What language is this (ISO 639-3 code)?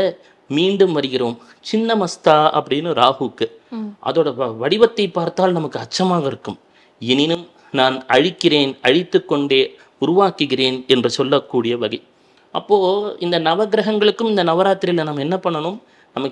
tam